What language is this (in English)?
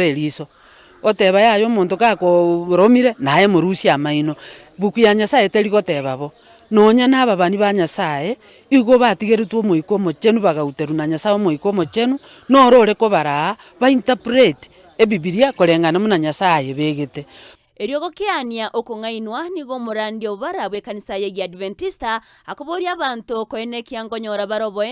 Gusii